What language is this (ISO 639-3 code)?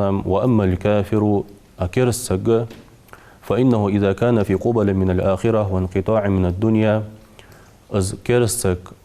inh